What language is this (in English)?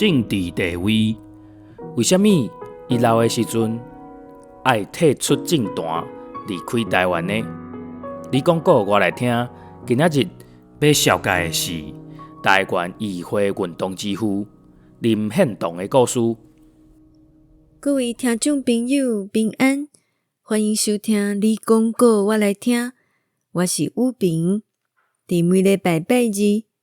Min Nan Chinese